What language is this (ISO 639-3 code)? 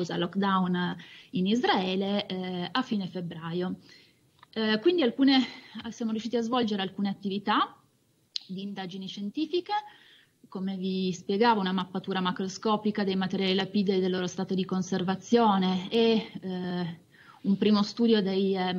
ita